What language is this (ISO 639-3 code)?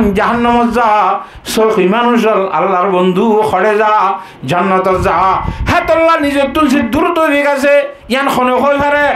rhg